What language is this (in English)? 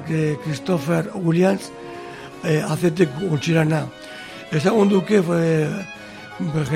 Basque